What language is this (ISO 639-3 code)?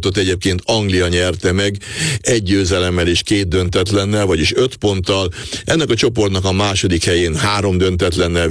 hun